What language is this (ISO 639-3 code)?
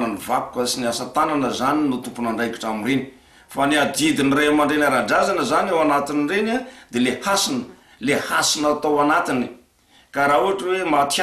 mlg